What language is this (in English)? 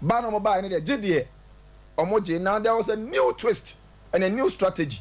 Akan